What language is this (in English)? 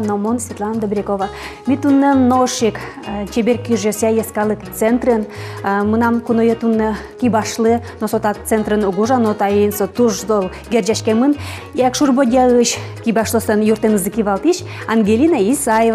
Udmurt